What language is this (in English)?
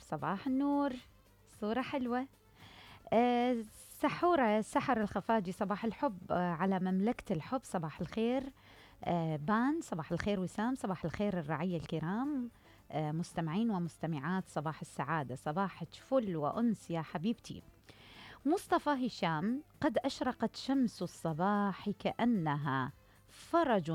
Mesopotamian Arabic